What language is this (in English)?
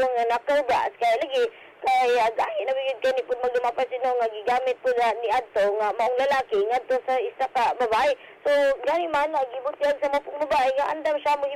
Cebuano